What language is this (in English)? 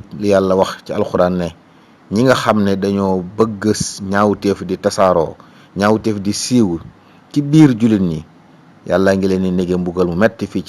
Wolof